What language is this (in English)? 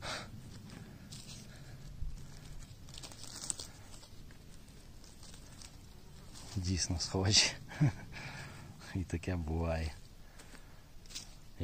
Ukrainian